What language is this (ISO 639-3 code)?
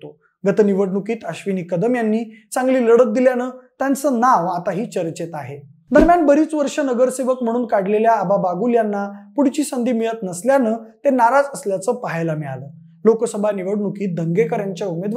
mar